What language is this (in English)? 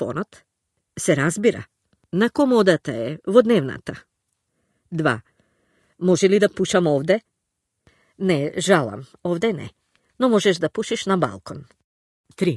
Macedonian